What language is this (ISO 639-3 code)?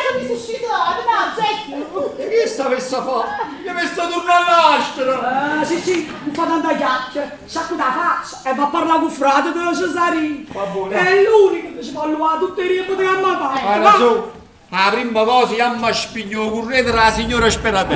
nap